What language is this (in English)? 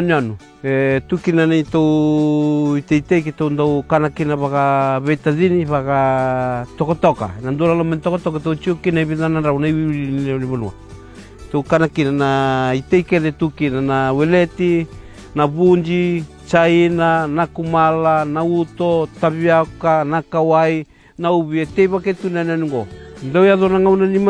Fijian